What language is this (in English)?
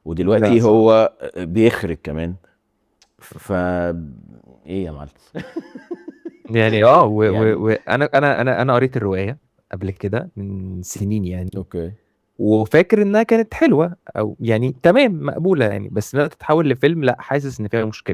Egyptian Arabic